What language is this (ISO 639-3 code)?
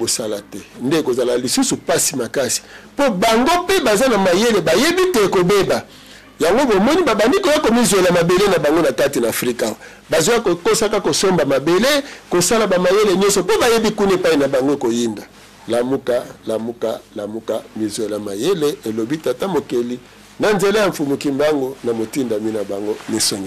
lin